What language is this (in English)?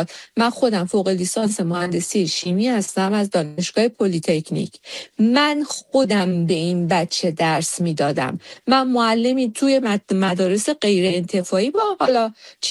Persian